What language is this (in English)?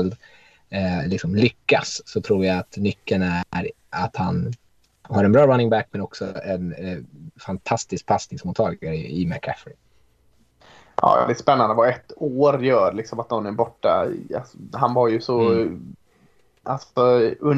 Swedish